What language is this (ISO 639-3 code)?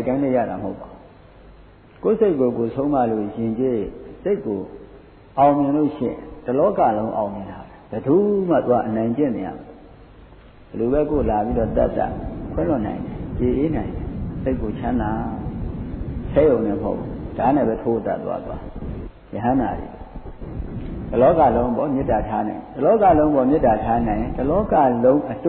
mya